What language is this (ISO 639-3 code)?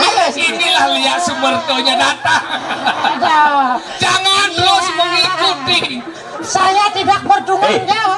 ban